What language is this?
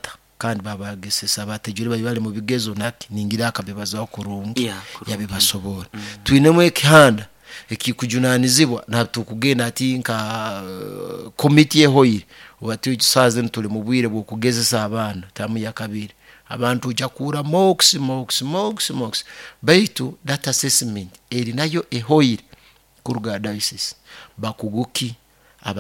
Nyoro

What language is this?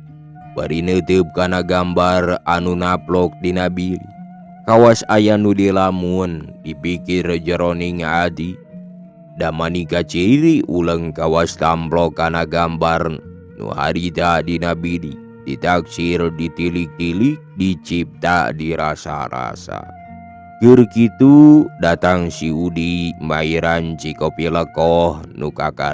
Sundanese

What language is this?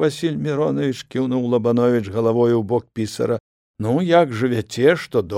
Belarusian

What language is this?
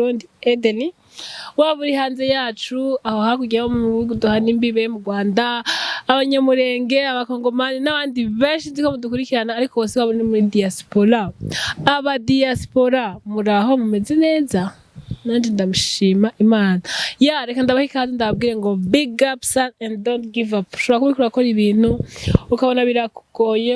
Rundi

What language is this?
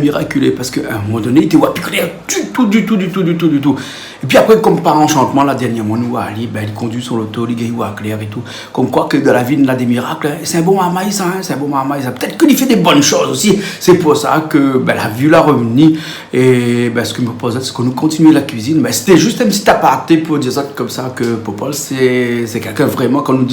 Réunion Creole French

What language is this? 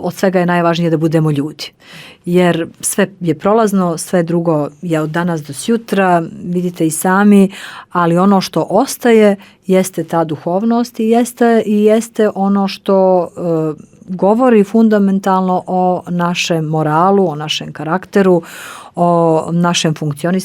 Bosnian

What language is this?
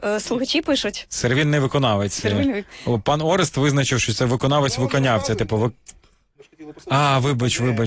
Ukrainian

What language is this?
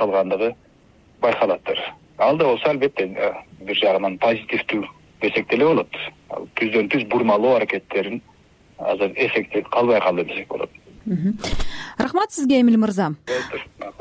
Kyrgyz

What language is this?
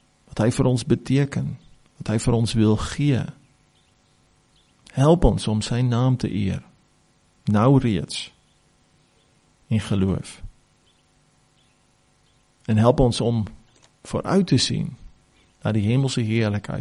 Afrikaans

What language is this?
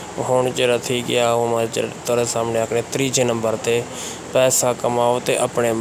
Saraiki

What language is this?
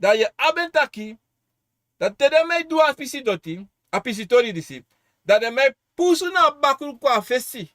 Sranan Tongo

